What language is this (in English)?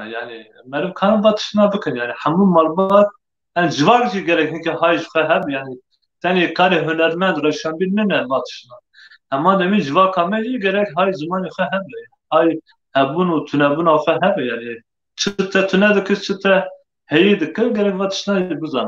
Kurdish